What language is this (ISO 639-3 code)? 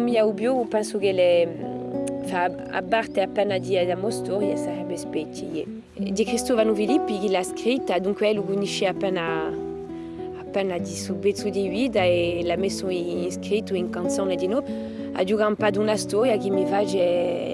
cos